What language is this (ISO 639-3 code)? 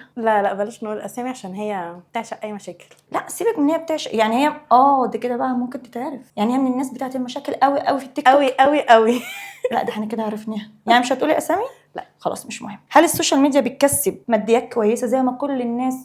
arz